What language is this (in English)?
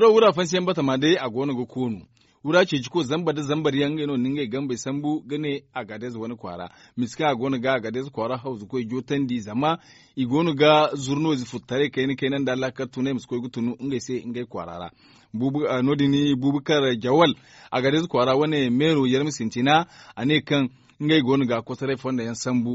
Zarma